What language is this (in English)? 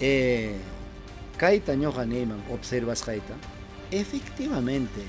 Ayacucho Quechua